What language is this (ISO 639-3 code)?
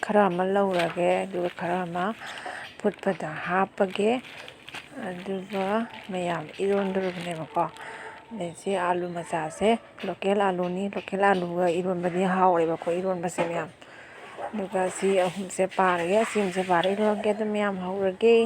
mni